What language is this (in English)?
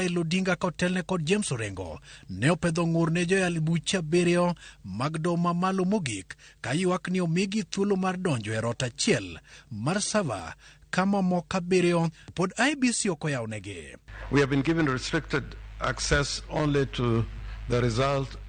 Luo (Kenya and Tanzania)